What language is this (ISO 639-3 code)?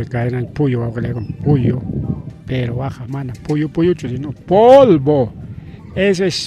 quy